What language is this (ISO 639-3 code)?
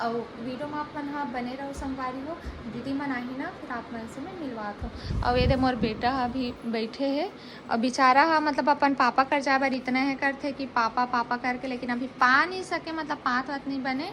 hne